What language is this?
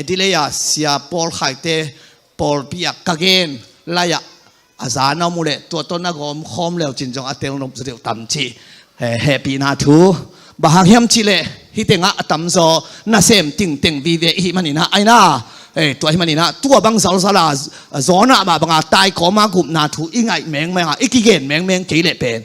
Tedim Chin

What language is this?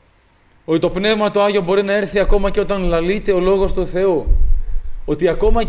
Greek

